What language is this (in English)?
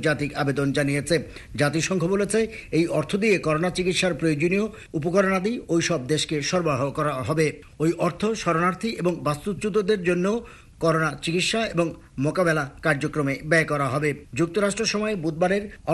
Bangla